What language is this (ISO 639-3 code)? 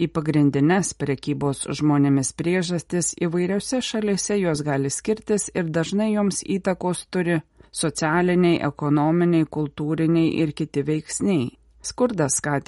lit